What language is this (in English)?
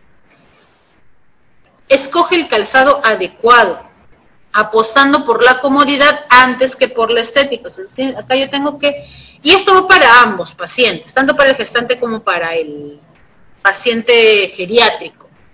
Spanish